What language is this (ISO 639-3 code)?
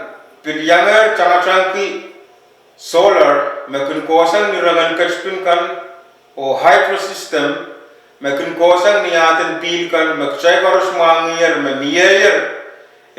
pon